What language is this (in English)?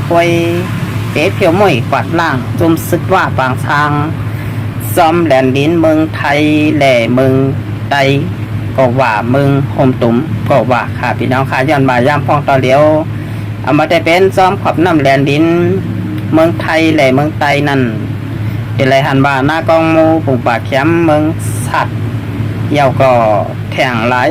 Shan